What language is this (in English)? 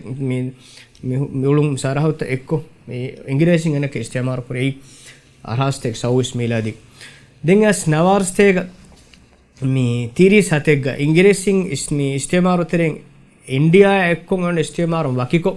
Divehi